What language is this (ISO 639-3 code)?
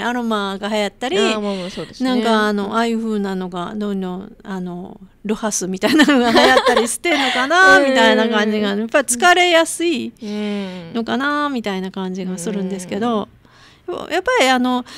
jpn